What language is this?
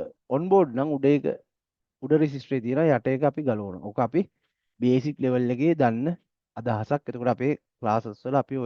Sinhala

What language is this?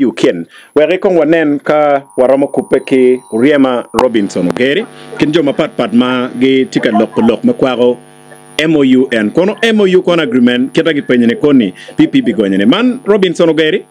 Acoli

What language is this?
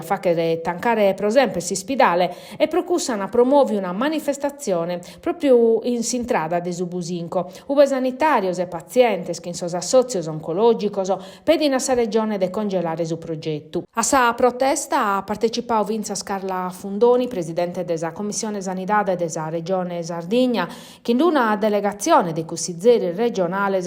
Sardinian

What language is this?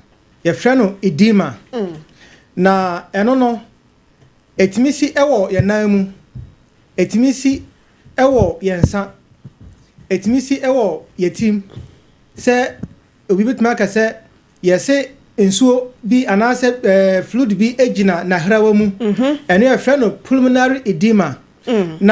Akan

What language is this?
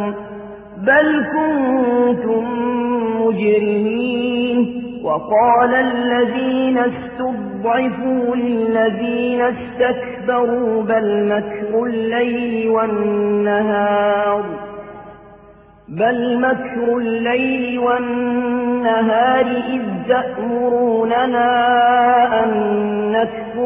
Arabic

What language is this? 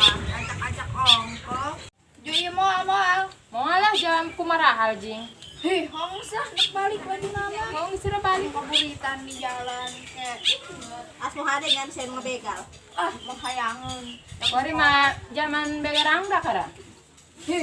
Sundanese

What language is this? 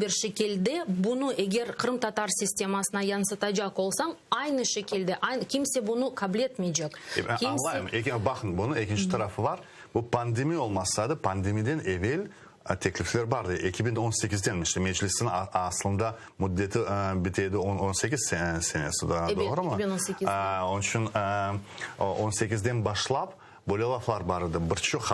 Crimean Tatar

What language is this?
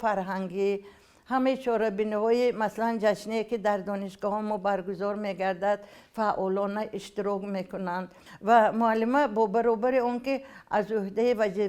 Tajik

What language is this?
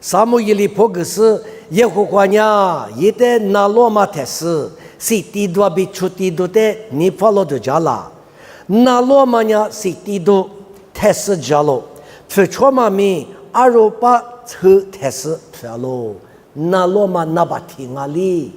Lisu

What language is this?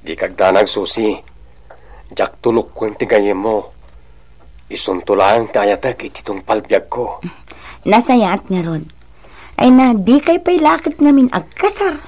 Iloko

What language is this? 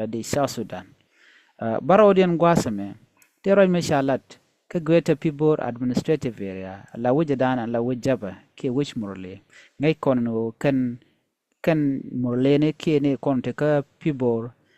Nuer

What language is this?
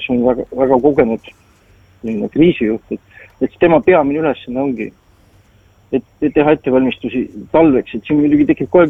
Estonian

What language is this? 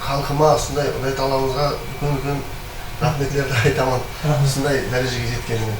Kara-Kalpak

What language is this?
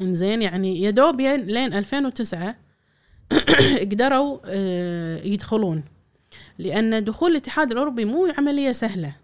Gulf Arabic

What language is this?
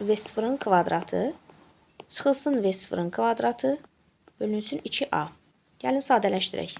Azerbaijani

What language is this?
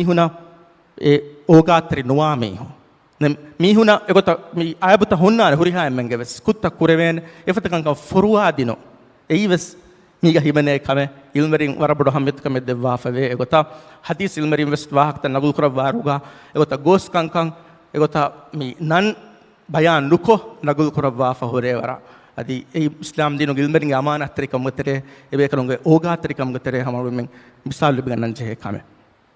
Divehi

